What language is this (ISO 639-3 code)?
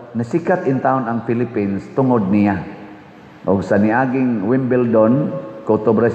ceb